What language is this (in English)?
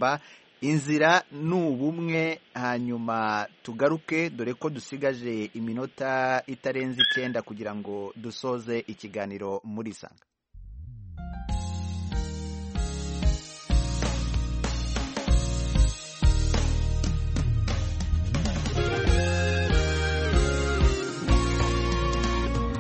Kinyarwanda